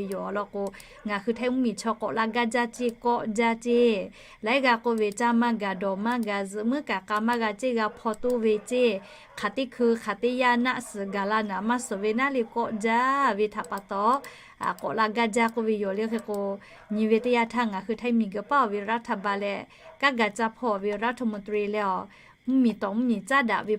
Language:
Lahu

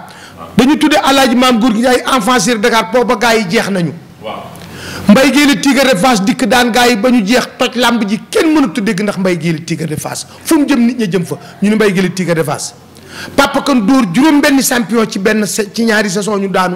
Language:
Wolof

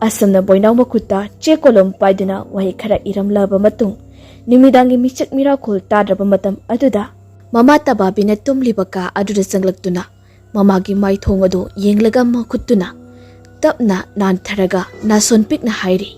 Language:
Manipuri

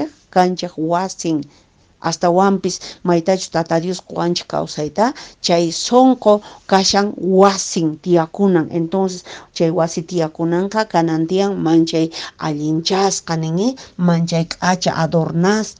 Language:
Quechua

